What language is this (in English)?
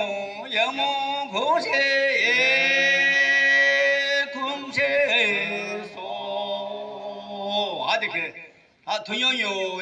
Yimchungru Naga